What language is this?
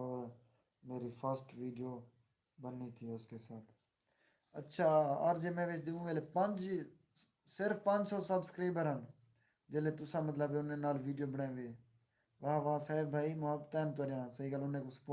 Saraiki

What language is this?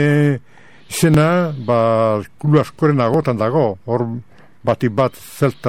Basque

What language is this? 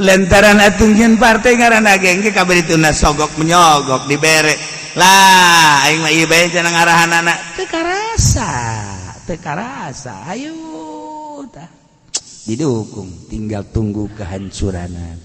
Sundanese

